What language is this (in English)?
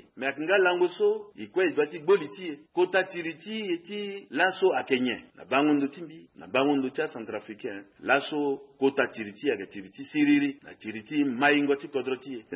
Sango